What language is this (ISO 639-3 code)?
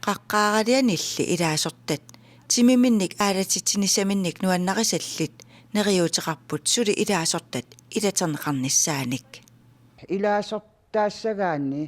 kal